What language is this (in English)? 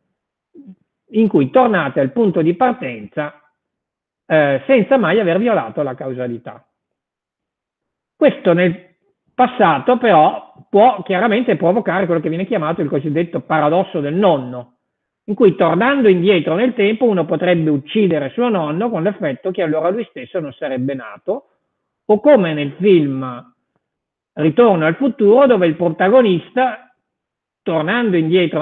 Italian